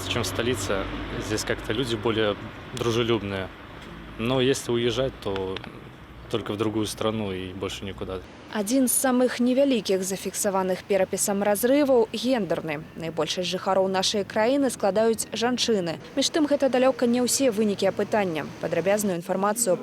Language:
Belarusian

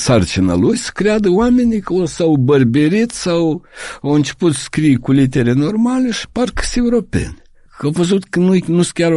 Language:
Romanian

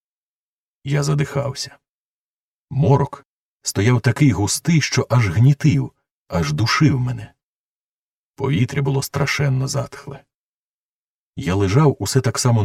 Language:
Ukrainian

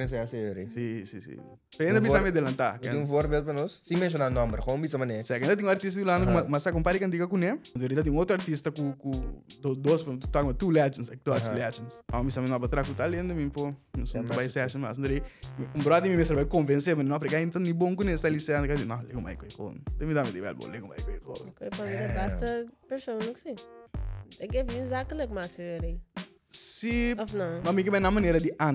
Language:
Papiamento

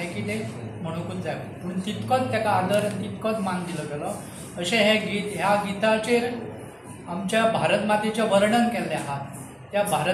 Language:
Konkani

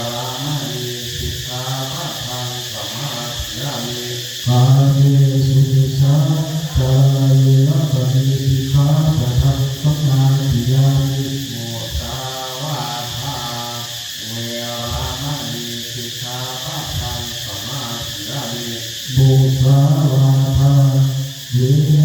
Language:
Pali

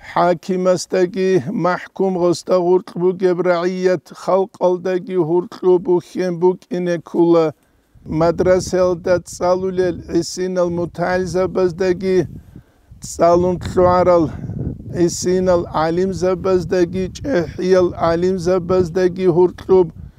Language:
Avaric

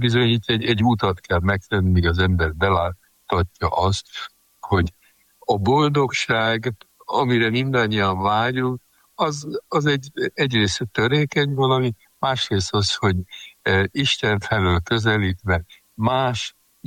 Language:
Hungarian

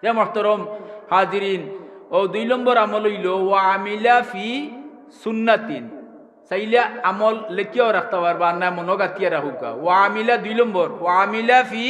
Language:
Sylheti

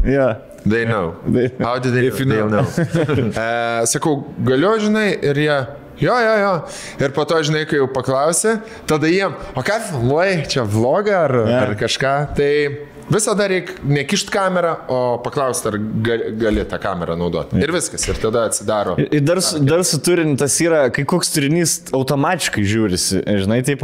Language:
Lithuanian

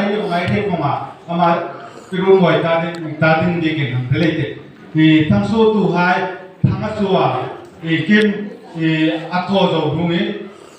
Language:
Hmar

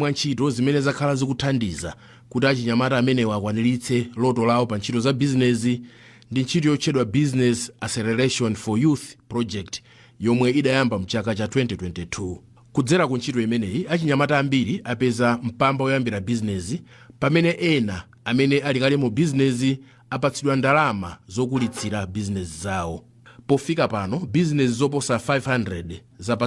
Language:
Nyanja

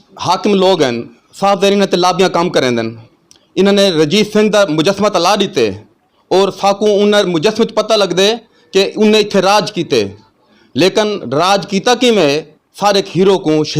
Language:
Saraiki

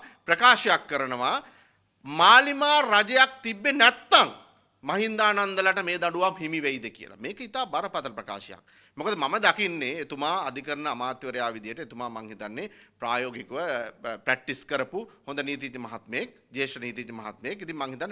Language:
Sinhala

